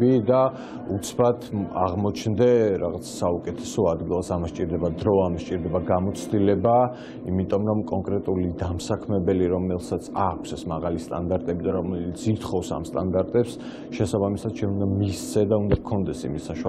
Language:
Georgian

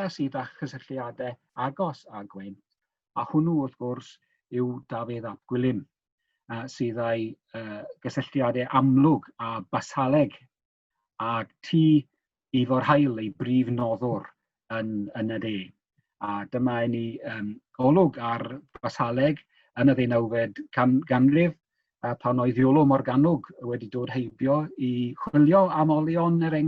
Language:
Welsh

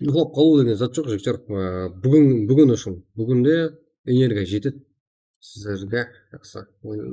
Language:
Kara-Kalpak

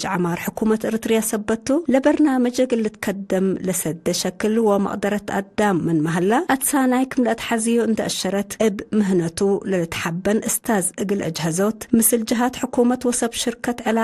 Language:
Tigre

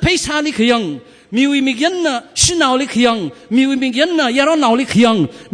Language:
Tangkhul Naga (India)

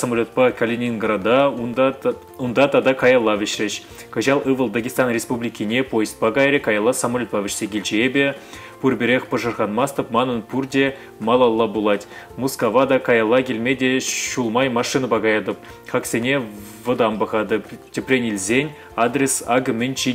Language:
Chuvash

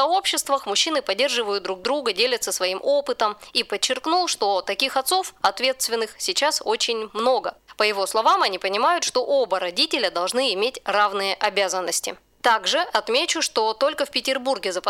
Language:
Russian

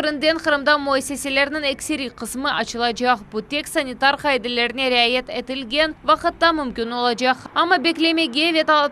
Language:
Crimean Tatar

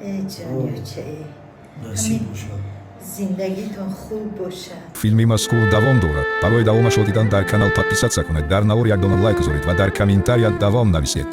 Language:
Tajik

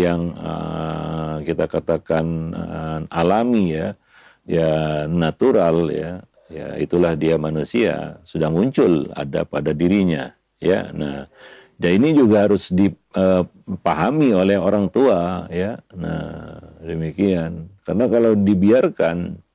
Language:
Indonesian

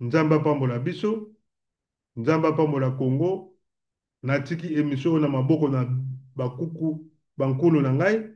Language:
Lingala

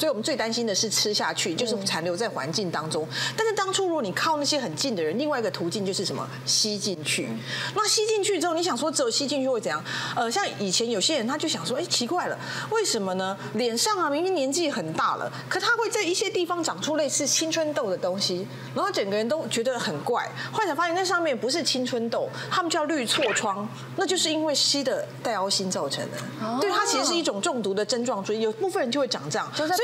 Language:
Chinese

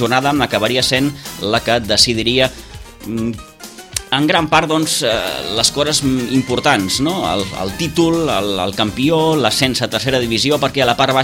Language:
Catalan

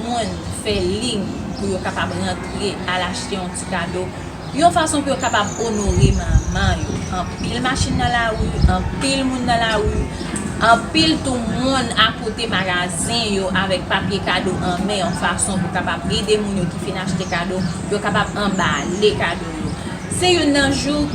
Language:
Haitian Creole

